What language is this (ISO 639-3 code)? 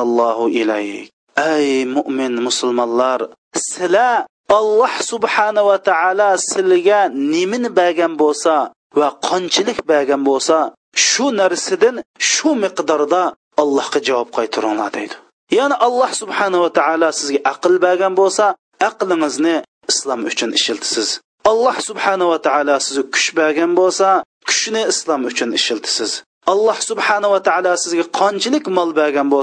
uig